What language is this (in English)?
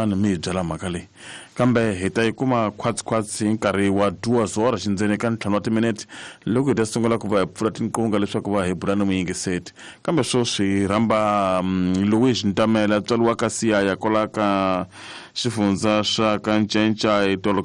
Tsonga